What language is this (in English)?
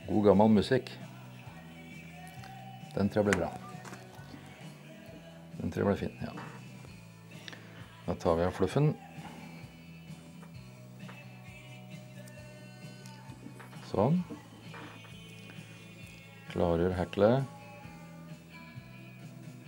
Norwegian